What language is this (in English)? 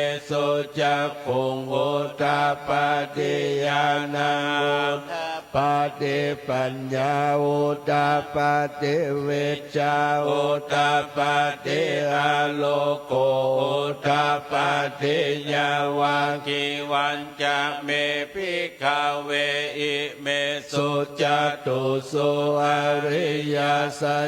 Pali